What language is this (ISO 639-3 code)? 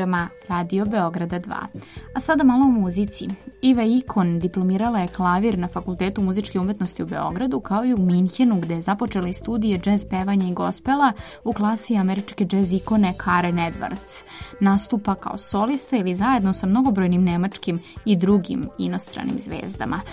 srp